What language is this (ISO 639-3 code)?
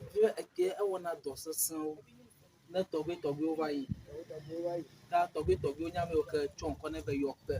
ewe